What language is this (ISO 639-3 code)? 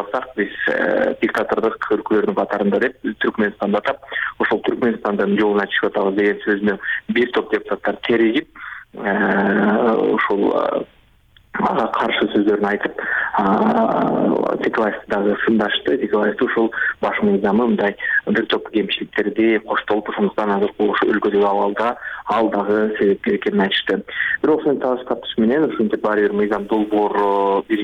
kir